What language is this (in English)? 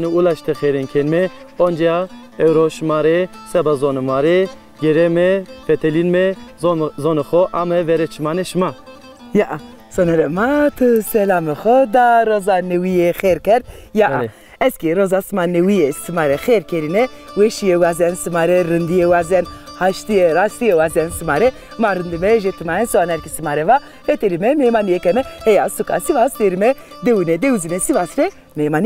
Zaza